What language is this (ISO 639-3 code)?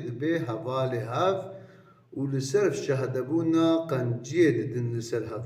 kur